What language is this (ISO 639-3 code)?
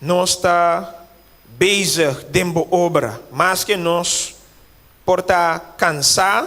pap